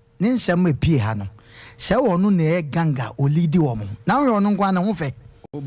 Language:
Akan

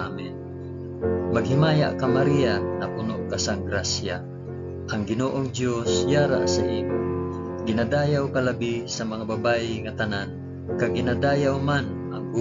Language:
Hiligaynon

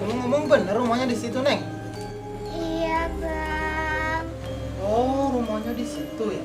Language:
Betawi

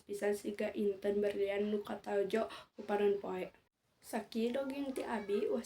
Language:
Sundanese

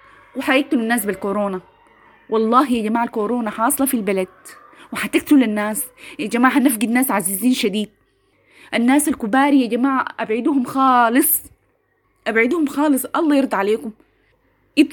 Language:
Sudanese Arabic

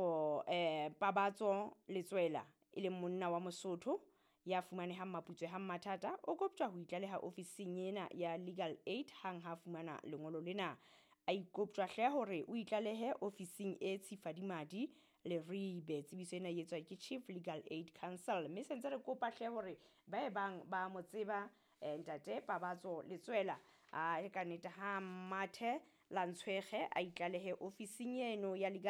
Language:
Southern Sotho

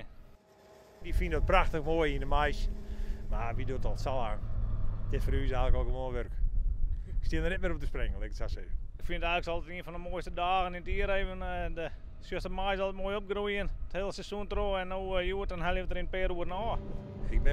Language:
Western Frisian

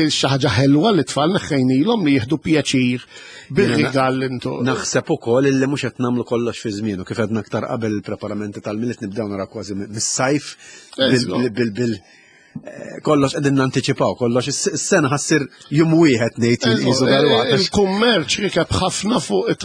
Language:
Maltese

